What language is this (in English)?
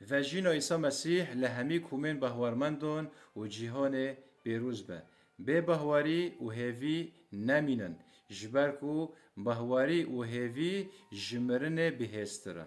Kurdish